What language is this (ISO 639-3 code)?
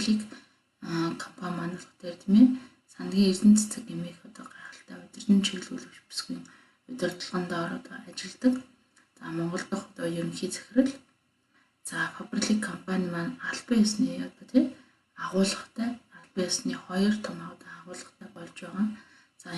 mon